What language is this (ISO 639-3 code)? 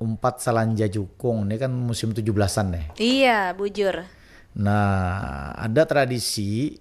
bjn